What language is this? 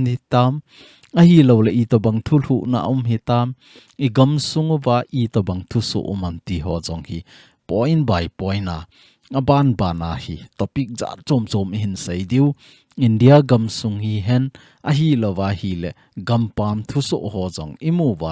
Thado Chin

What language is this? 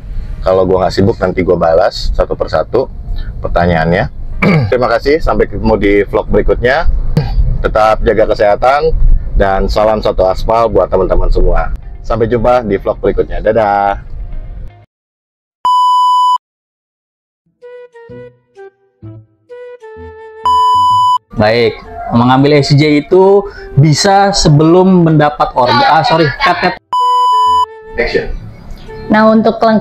Indonesian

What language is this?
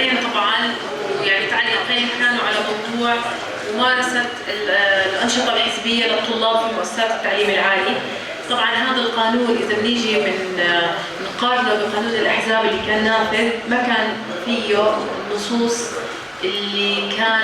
North Levantine Arabic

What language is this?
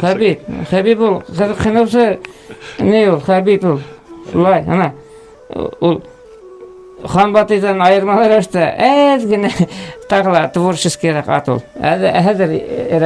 Bashkir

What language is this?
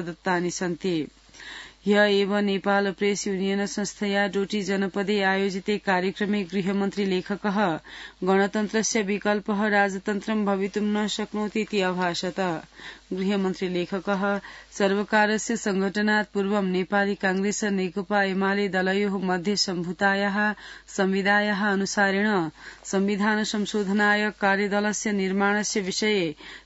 Sanskrit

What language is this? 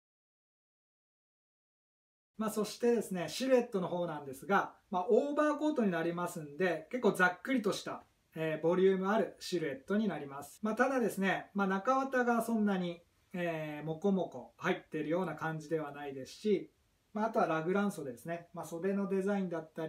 Japanese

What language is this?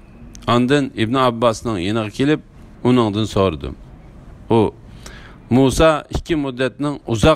Uyghur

